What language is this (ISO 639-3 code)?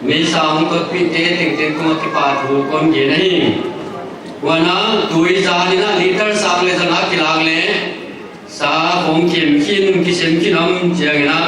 pck